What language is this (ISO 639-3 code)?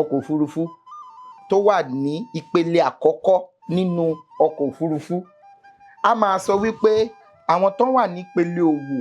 yor